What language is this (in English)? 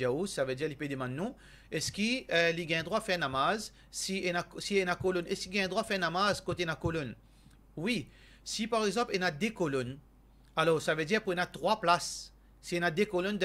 Morisyen